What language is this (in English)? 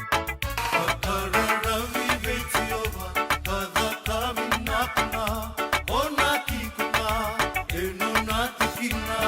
Fijian